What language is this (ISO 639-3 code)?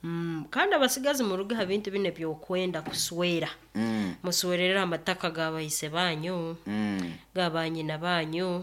nyo